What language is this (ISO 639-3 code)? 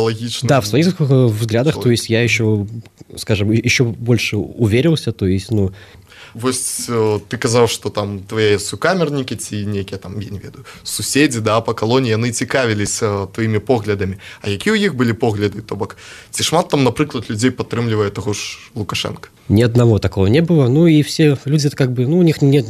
bel